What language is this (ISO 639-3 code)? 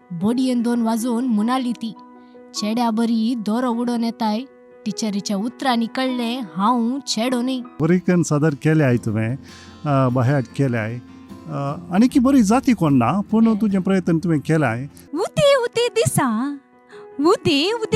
kok